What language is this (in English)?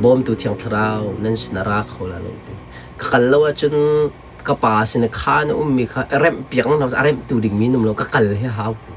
Hakha Chin